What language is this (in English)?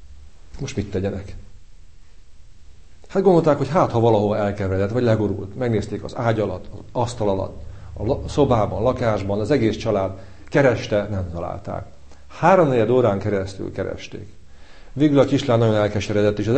Hungarian